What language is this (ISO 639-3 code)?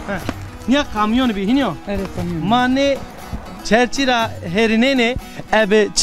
zza